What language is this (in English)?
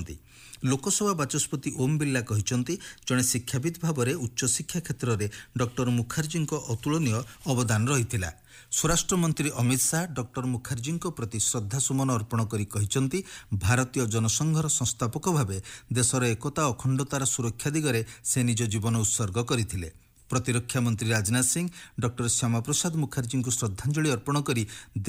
Odia